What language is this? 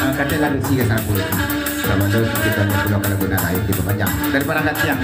Minangkabau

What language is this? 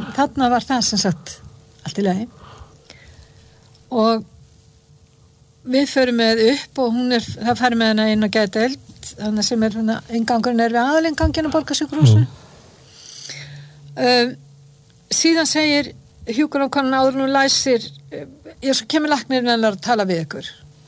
Icelandic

